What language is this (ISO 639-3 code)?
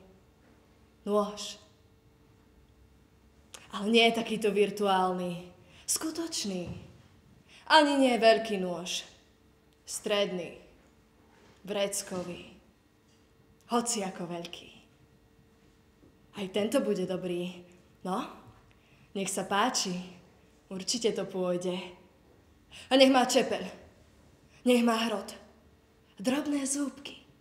slk